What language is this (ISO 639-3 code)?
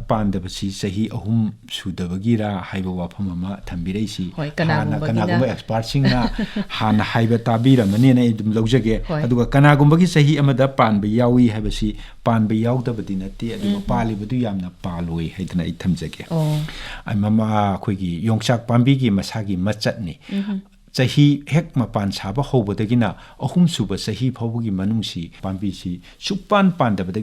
mni